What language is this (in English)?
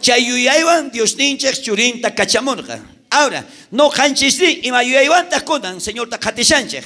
South Bolivian Quechua